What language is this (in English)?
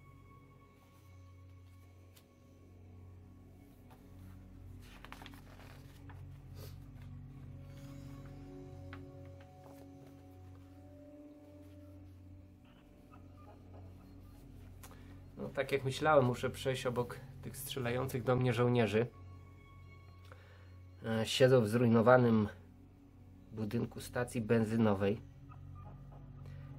Polish